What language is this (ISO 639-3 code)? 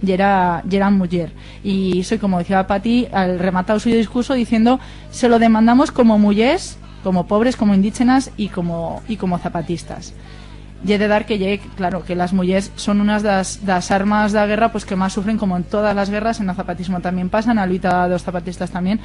arg